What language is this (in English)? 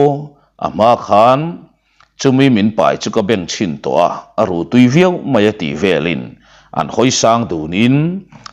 Mizo